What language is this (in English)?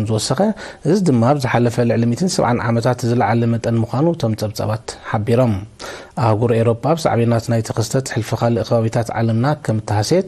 Tigrinya